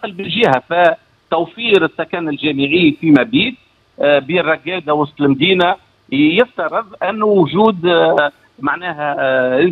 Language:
Tunisian Arabic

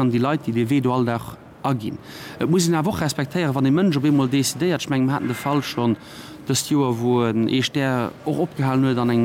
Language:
Luxembourgish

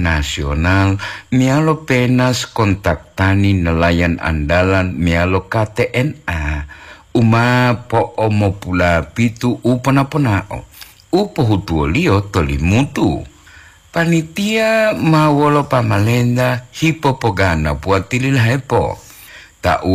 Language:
Gorontalo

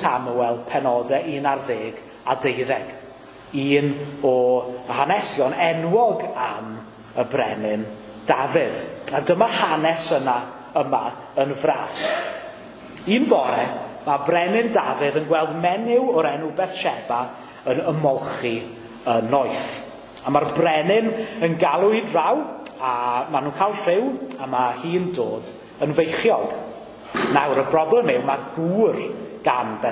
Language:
Welsh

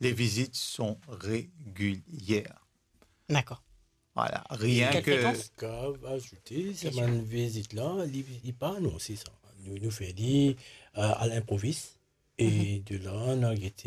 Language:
Morisyen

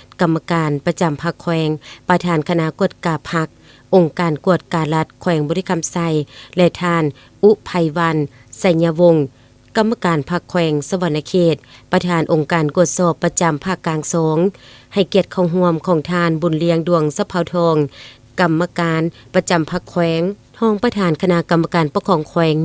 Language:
Lao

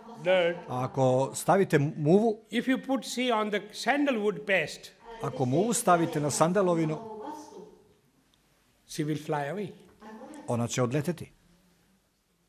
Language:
Serbian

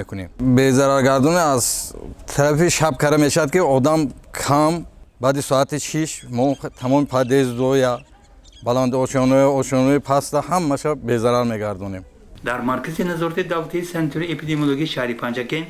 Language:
Tajik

